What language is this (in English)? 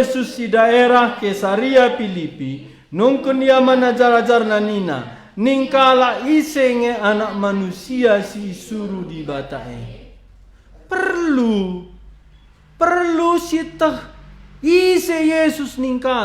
Batak Karo